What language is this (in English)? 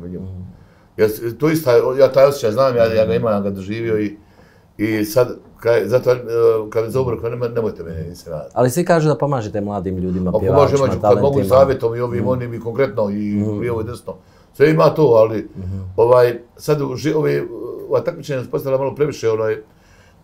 Bosnian